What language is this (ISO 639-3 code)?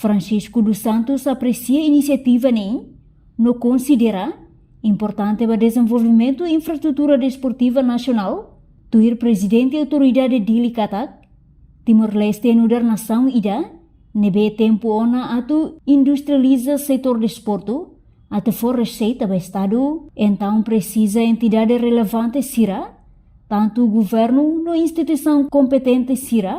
tet